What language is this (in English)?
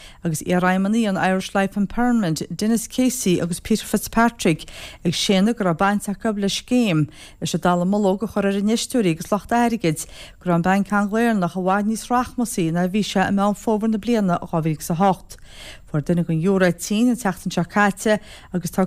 Irish